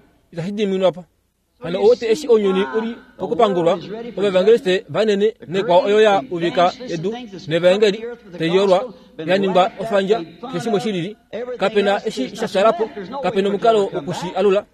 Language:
Kuanyama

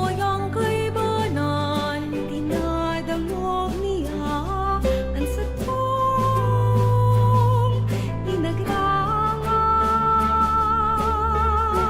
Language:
Bikol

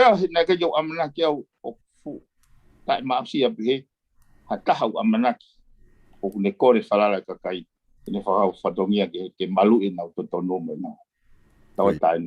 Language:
Tongan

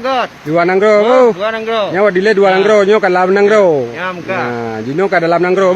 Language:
Achinese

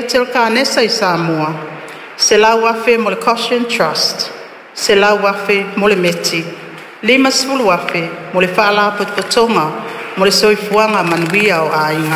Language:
Samoan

